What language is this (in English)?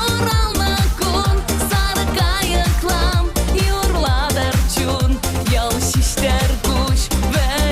Chuvash